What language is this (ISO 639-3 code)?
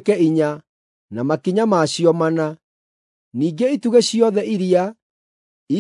kik